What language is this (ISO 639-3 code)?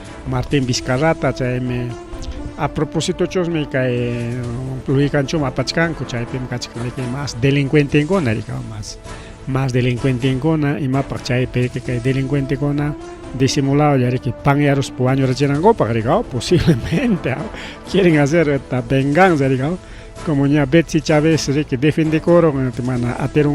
quy